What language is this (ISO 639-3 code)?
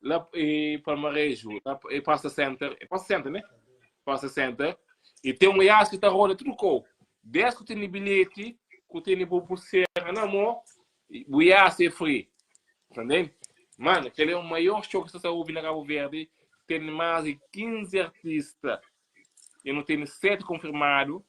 kea